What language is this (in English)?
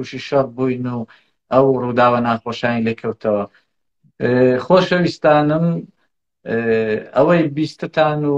Central Kurdish